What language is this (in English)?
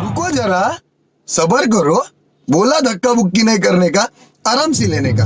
Santali